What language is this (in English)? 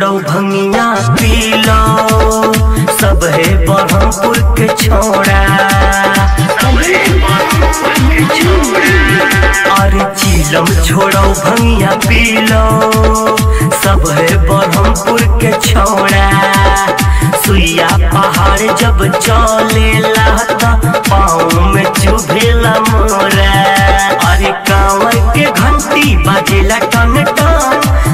Bhojpuri